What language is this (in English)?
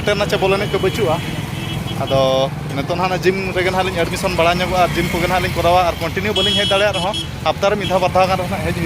Santali